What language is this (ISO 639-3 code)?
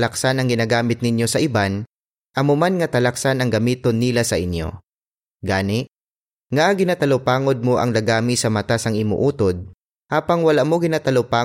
hil